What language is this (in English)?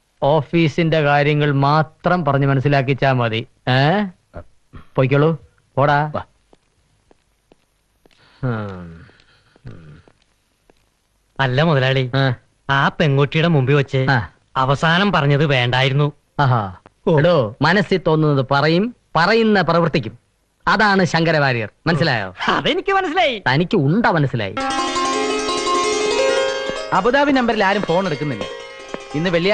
Malayalam